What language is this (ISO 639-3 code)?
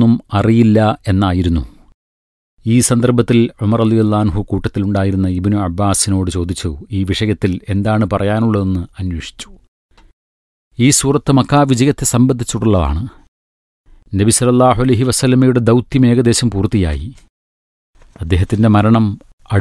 mal